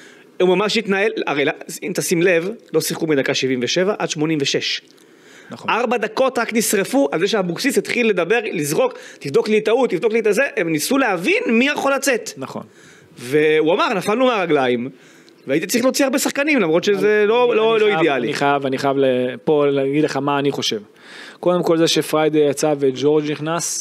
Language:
Hebrew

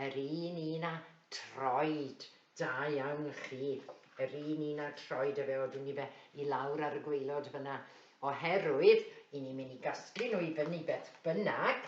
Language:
Welsh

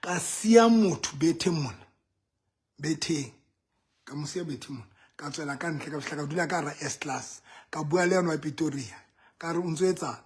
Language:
Southern Sotho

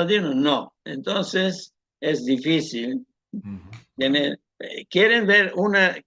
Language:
Ladino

